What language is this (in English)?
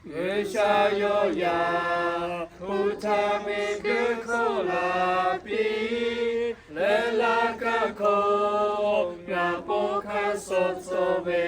Lahu